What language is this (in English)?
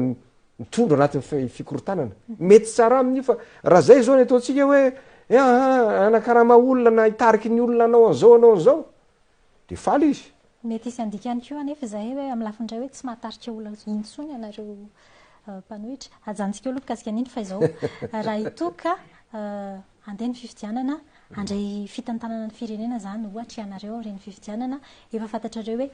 Malagasy